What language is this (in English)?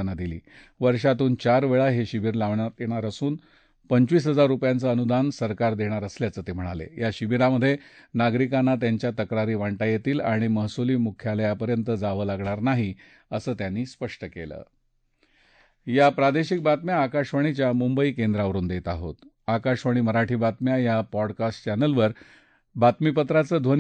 Marathi